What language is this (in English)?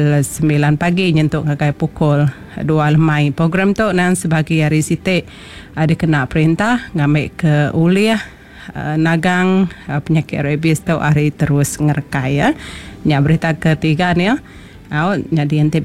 Iban